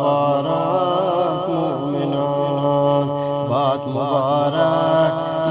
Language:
Eastern Balochi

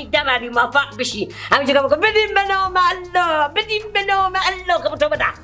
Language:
Persian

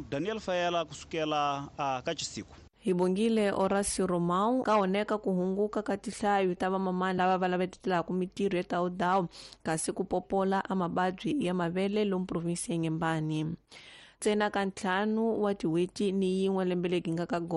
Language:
Tsonga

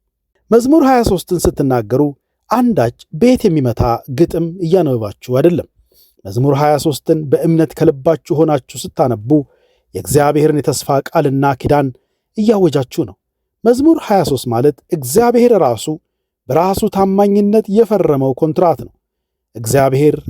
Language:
Amharic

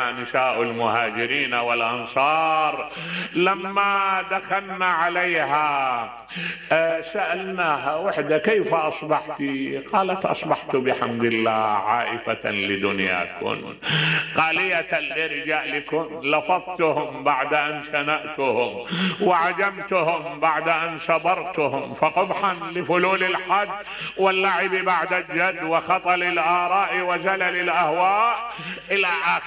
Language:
Mesopotamian Arabic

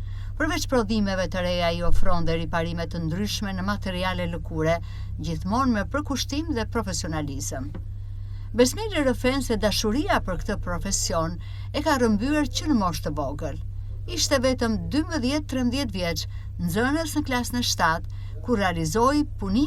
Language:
Albanian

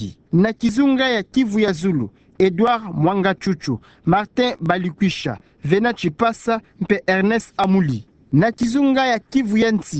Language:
Kituba (Democratic Republic of Congo)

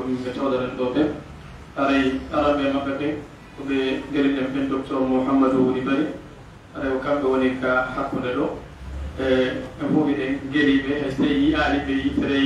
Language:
Pular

